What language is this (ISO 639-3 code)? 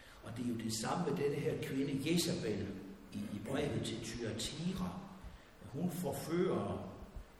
dan